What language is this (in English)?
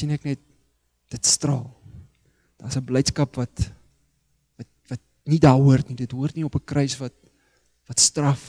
Afrikaans